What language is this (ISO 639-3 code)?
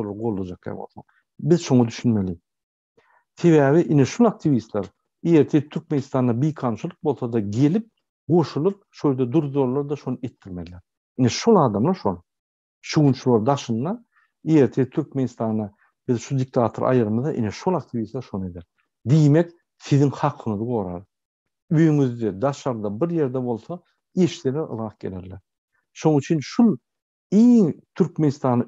tuk